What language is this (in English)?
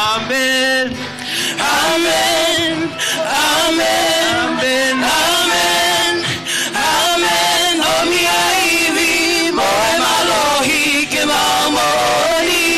Tongan